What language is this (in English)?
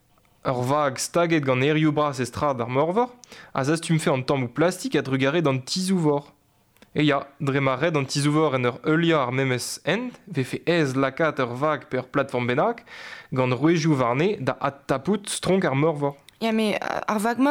Breton